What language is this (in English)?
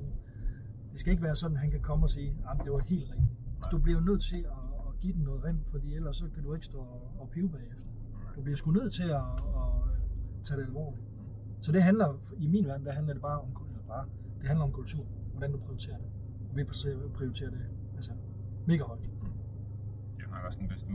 Danish